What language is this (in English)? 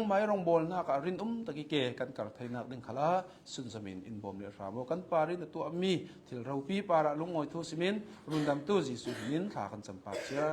Hakha Chin